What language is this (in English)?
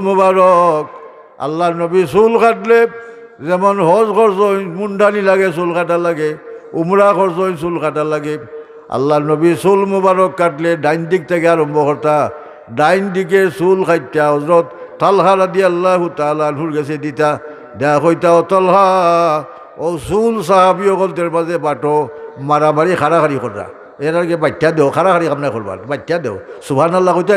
Sylheti